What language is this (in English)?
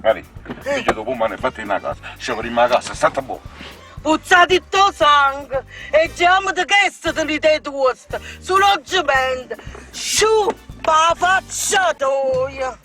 Neapolitan